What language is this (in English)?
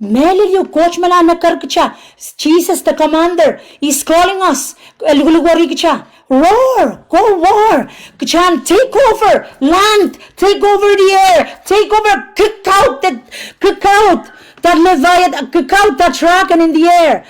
Pohnpeian